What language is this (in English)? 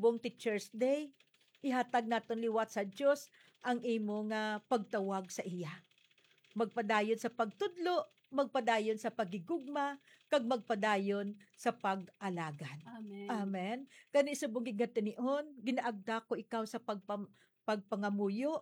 Hiligaynon